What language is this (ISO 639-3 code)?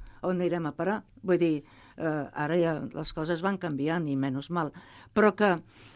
cat